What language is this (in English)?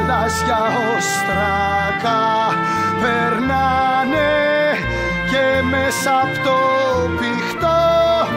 Greek